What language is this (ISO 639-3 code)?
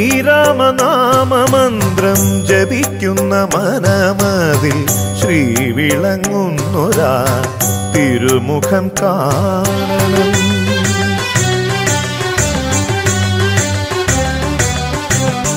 mal